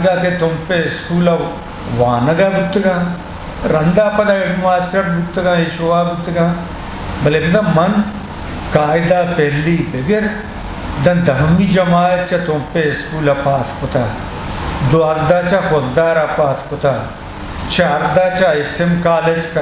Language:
Eastern Balochi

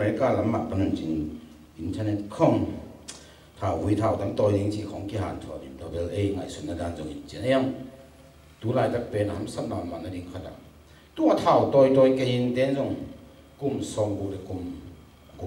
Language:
Tedim Chin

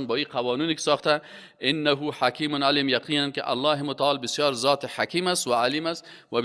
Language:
Persian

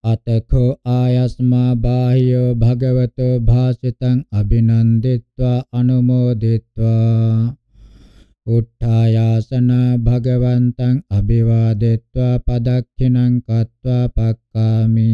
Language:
Pali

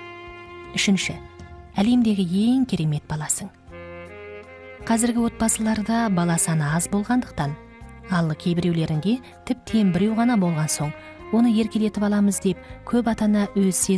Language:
Kazakh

